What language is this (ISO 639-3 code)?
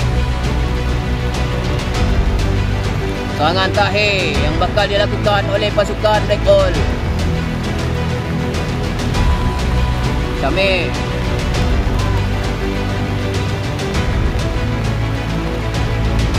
msa